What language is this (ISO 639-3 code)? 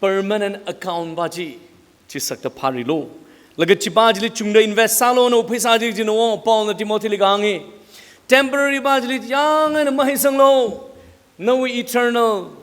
nmf